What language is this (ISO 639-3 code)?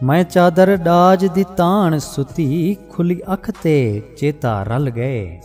skr